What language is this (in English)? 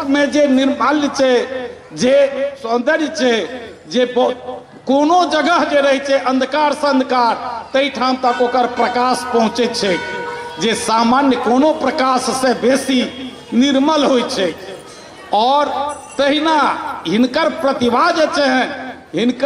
Maithili